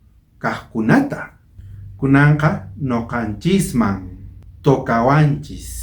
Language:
South Bolivian Quechua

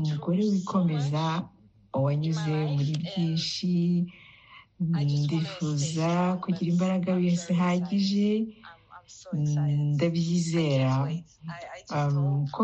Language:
Kinyarwanda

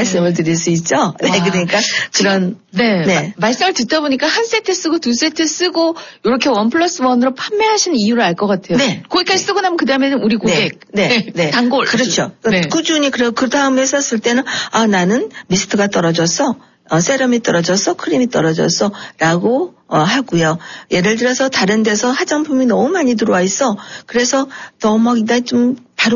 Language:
Korean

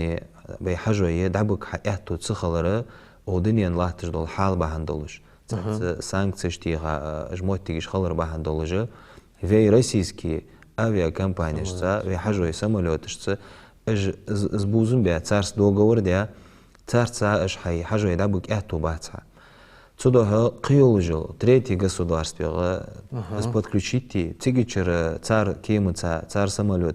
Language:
Ingush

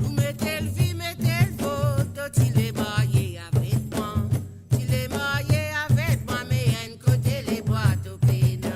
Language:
Morisyen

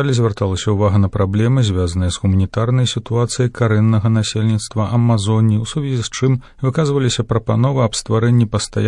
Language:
Belarusian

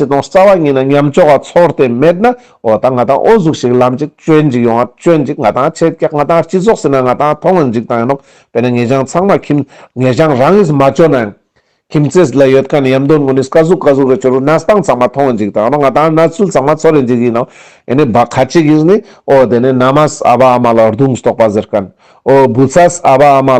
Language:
Ladakhi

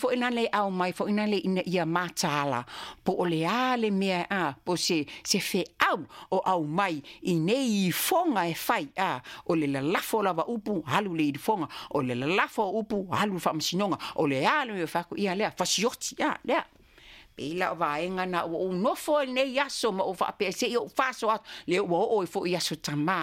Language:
Samoan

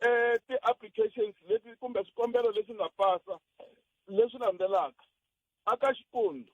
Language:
Tsonga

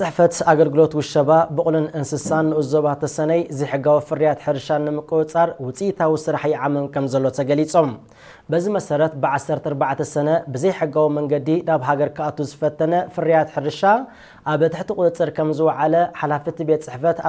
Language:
Tigrinya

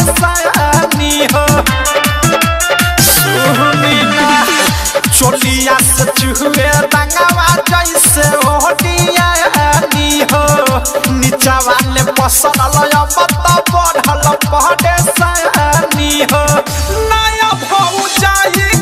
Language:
Bhojpuri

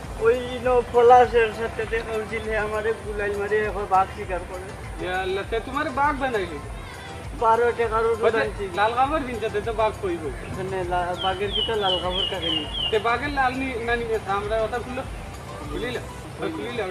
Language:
Sylheti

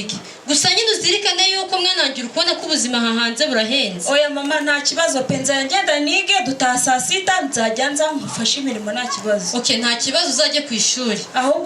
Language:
Kinyarwanda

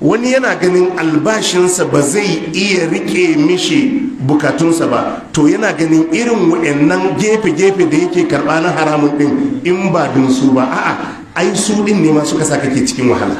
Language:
Hausa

